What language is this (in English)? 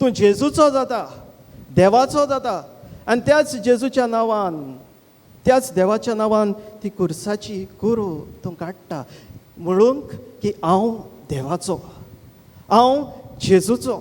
Konkani